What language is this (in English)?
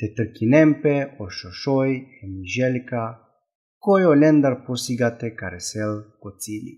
Balkan Romani